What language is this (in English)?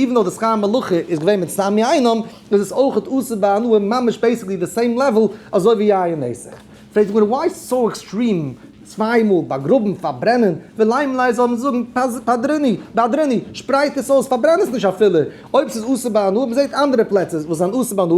Yiddish